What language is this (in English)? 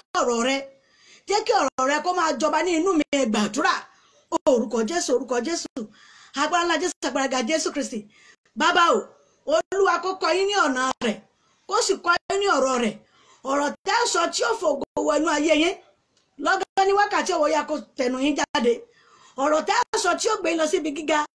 Yoruba